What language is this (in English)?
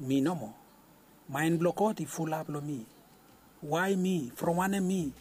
Bislama